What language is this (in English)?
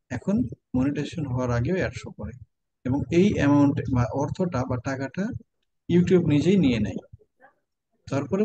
Bangla